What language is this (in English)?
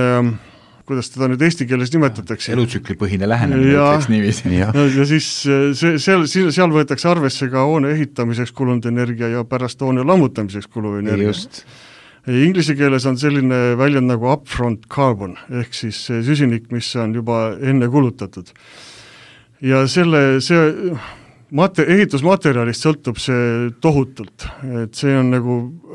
Estonian